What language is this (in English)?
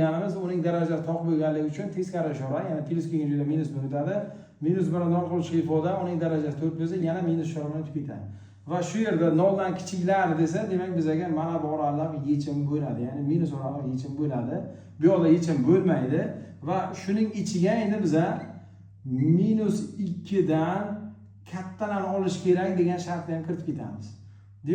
Uzbek